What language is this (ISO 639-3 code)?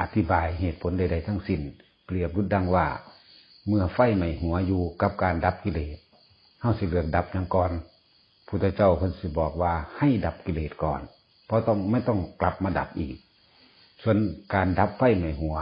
tts